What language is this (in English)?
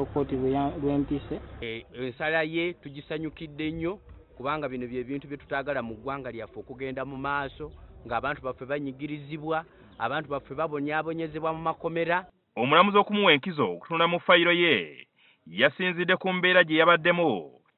Ganda